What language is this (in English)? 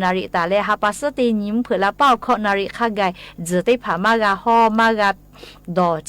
Lahu